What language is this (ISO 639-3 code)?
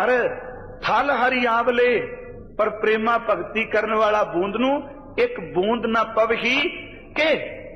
pan